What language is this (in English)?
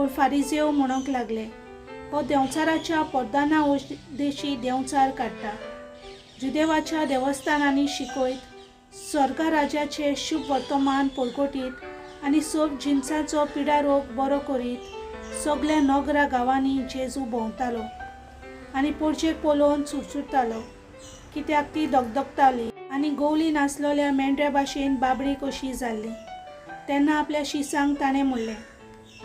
Konkani